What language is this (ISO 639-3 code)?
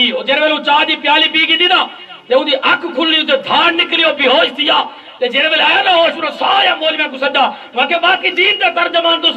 skr